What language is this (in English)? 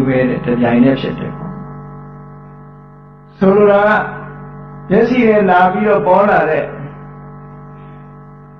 Burmese